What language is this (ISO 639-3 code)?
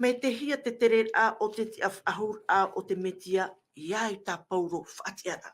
tah